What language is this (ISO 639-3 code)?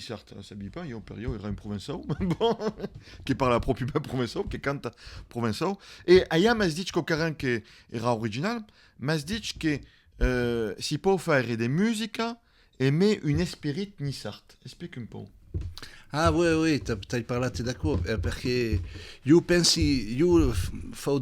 oci